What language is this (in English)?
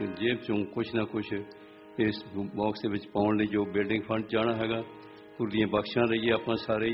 Punjabi